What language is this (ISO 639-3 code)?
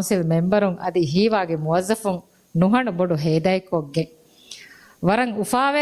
div